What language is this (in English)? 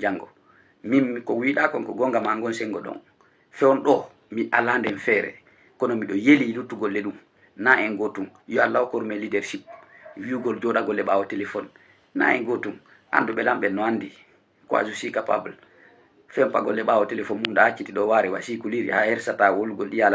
Fula